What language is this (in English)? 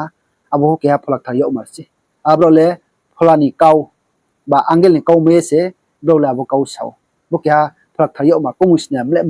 Riang (India)